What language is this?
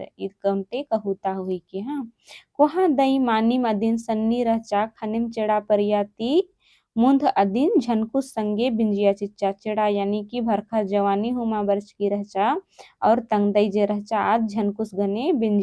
Kurukh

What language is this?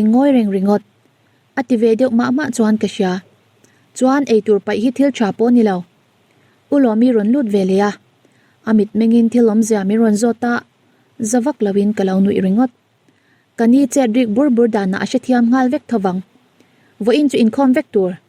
Mizo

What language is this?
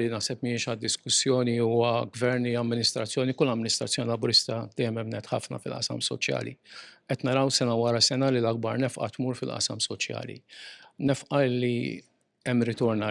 Maltese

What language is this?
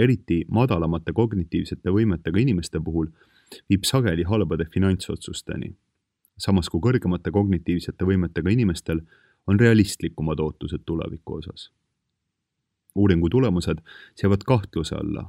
Estonian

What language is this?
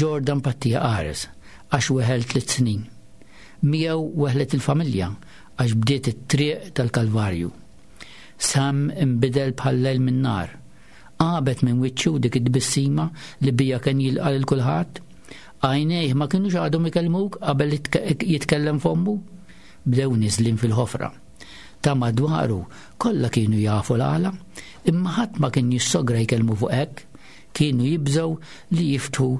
Maltese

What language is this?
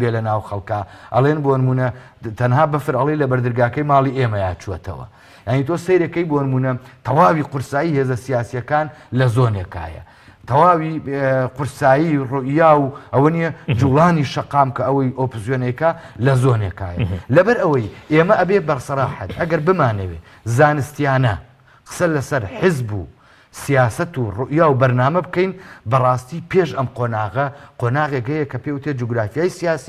Central Kurdish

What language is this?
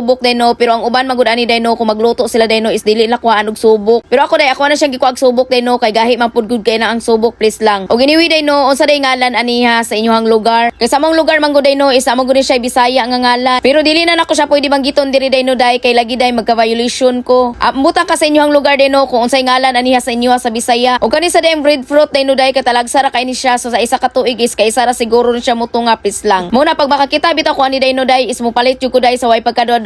Cebuano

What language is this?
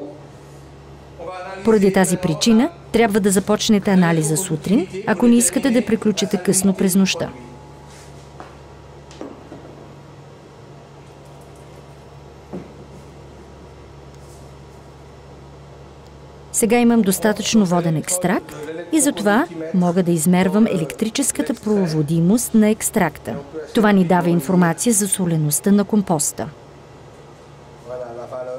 Bulgarian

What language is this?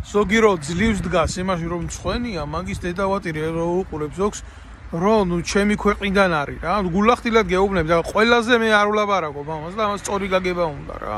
Georgian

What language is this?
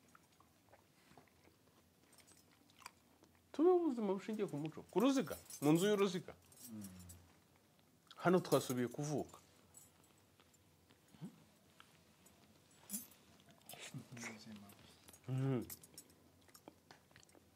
Kinyarwanda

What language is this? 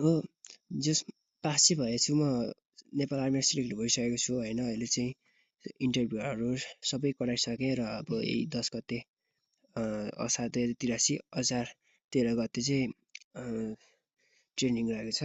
Nepali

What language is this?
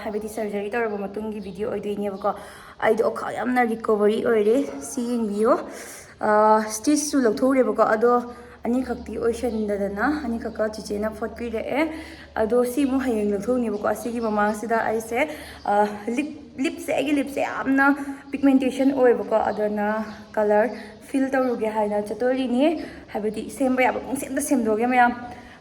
Manipuri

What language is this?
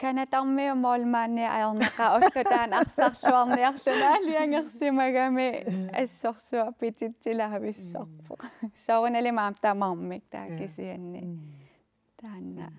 Kalaallisut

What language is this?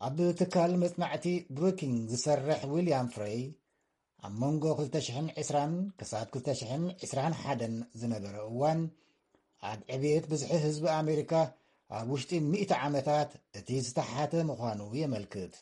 Tigrinya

